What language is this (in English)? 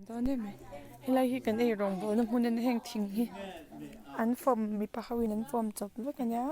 Mizo